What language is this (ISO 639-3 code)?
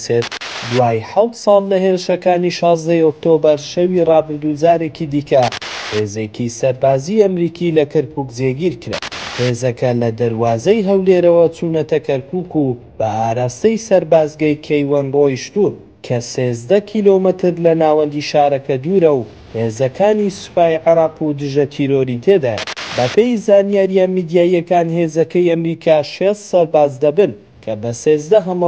ckb